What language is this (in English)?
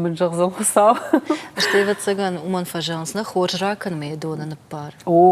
Ossetic